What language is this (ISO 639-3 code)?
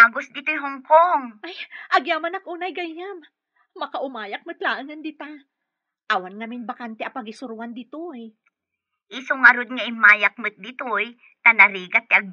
ilo